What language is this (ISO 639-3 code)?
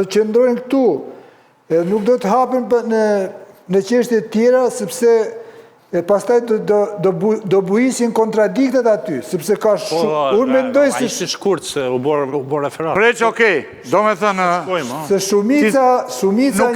sqi